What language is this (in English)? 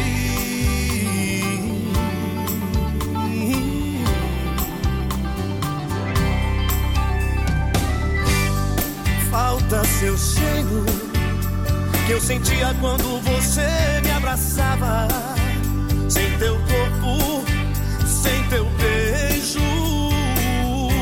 Portuguese